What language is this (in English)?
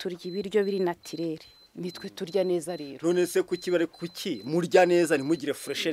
Kinyarwanda